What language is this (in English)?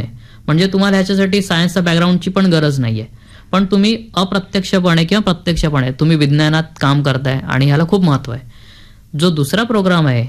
Marathi